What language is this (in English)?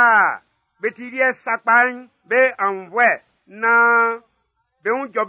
Baoulé